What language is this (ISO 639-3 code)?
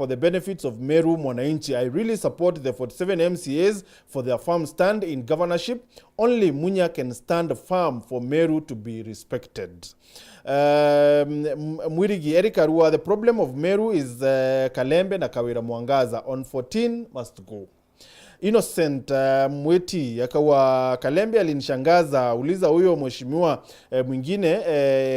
mer